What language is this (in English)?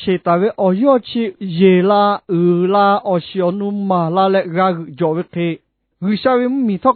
Lahu